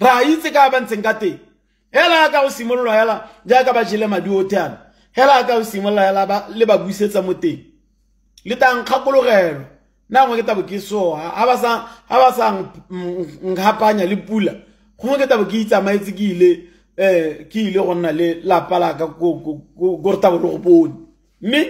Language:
Tswana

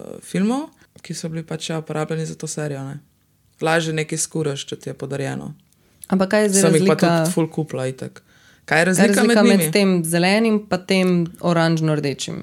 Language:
Slovenian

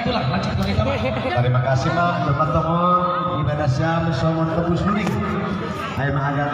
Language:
Batak Simalungun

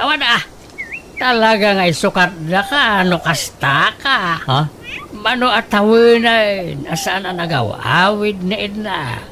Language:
Iloko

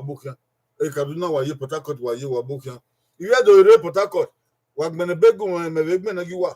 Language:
Bini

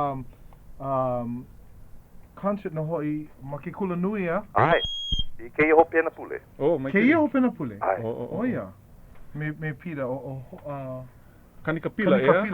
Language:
Hawaiian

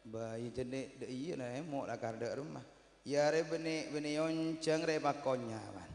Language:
Madurese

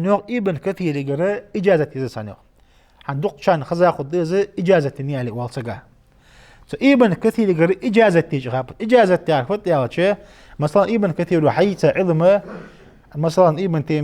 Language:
Ingush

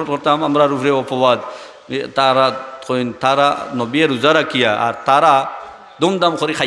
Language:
Sylheti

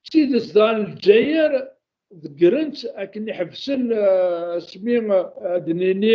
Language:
Kabyle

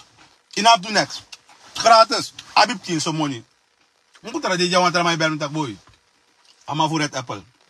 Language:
Sranan Tongo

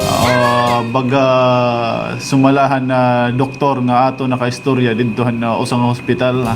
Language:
Waray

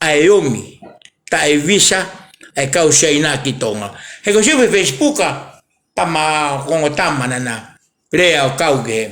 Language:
Tongan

